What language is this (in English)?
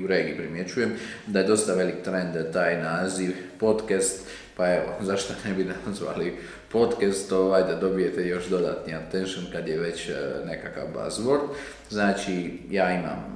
Croatian